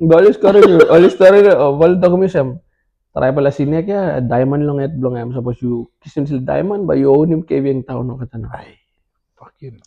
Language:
Tok Pisin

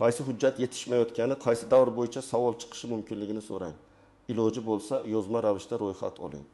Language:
Uzbek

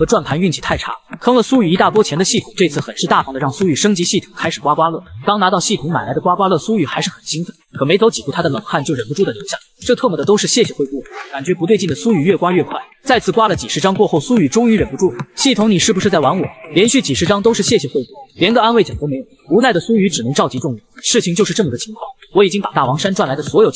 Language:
Chinese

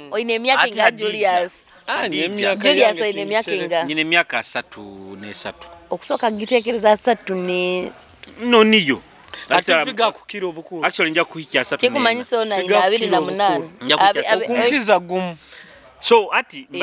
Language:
Nyoro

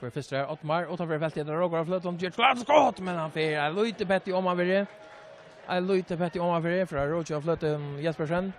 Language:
Faroese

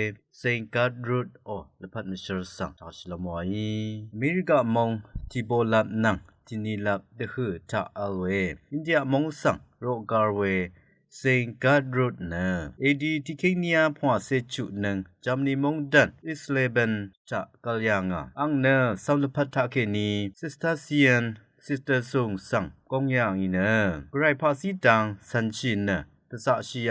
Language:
Rawang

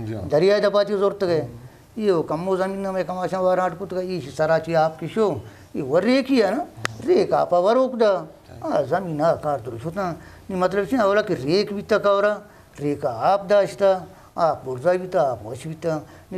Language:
Eastern Balochi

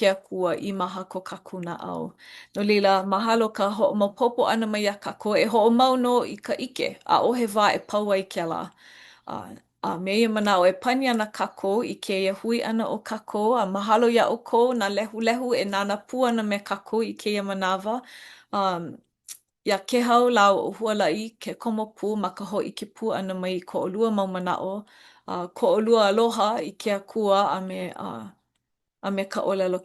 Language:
Hawaiian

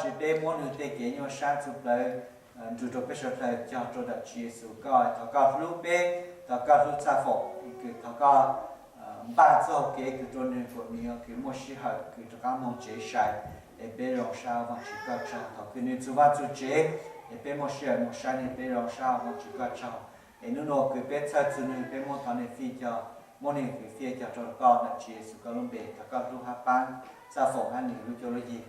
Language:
Hmong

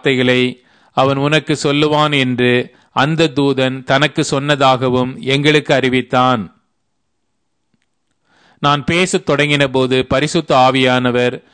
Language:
Tamil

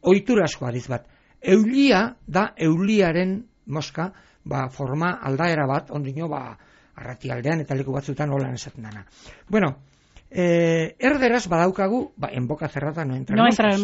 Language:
Basque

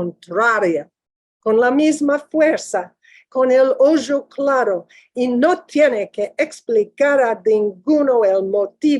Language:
Ladino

